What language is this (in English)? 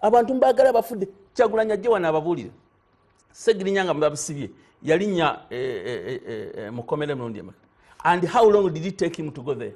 Ganda